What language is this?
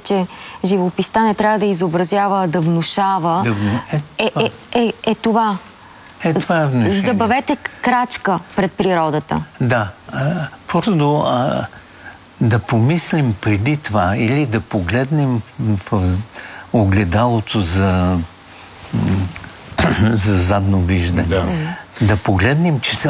Bulgarian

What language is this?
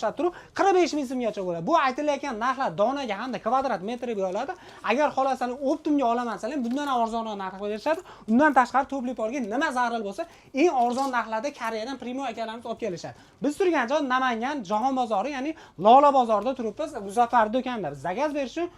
Uzbek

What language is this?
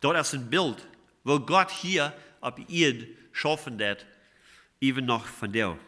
Plautdietsch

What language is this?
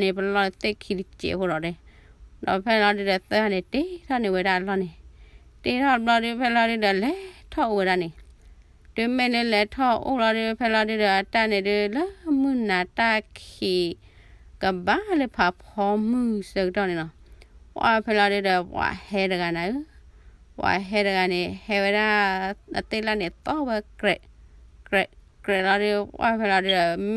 S'gaw Karen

